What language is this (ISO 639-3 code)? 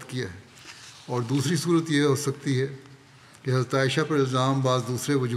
urd